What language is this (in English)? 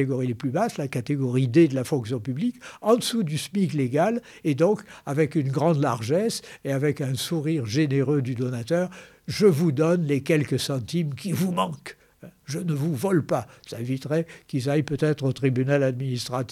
French